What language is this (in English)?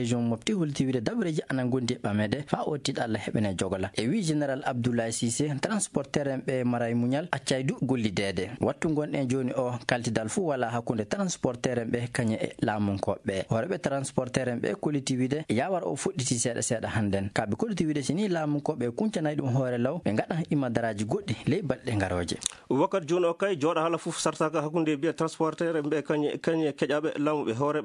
Fula